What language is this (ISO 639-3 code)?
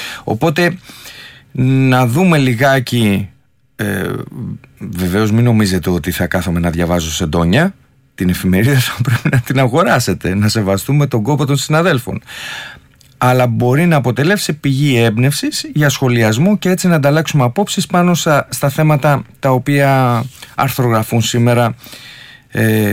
ell